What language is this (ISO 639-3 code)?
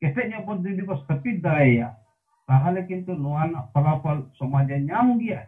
sat